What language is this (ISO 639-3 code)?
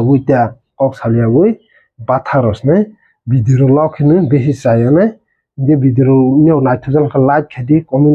trp